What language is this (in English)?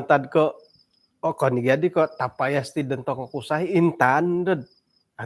Central Dusun